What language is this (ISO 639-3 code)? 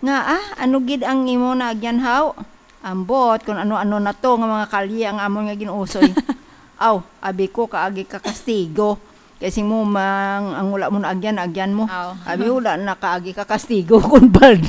hil